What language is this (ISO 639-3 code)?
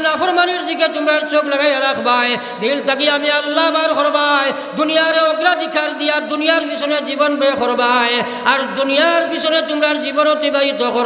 syl